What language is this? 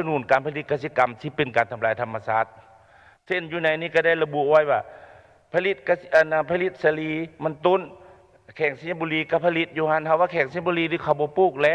Lao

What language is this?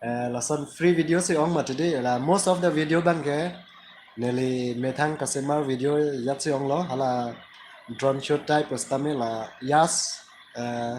Karbi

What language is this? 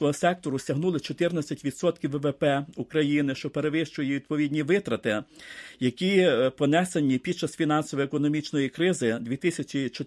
Ukrainian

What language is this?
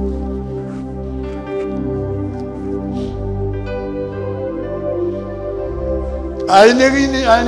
Marshallese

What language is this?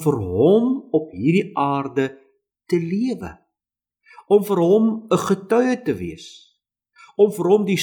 Afrikaans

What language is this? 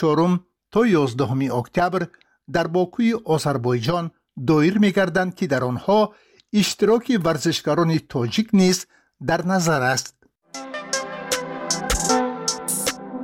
Persian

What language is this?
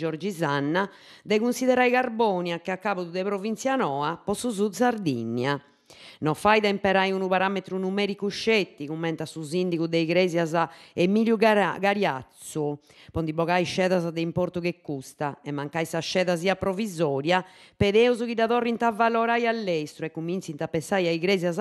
Sardinian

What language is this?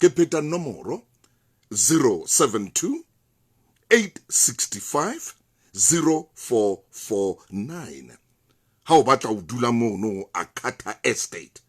Southern Sotho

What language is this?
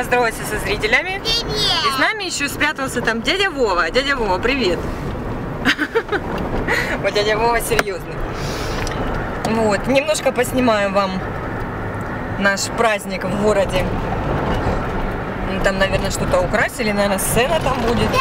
Russian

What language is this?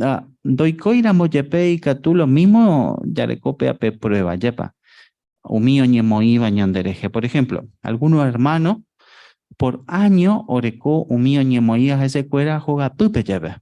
Guarani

